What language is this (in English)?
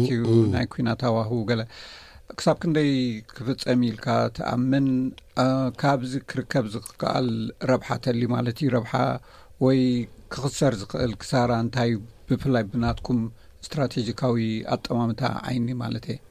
Tigrinya